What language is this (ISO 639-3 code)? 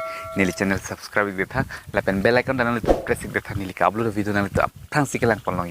mjw